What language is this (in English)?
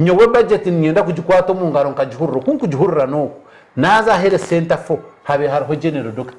Nyankole